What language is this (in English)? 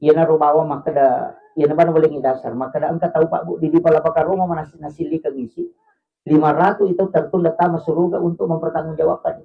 Buginese